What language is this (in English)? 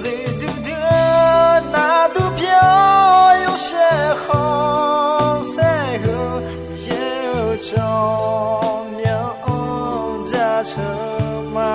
Akha